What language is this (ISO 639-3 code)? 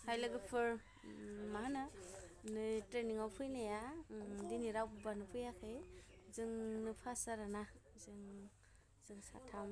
brx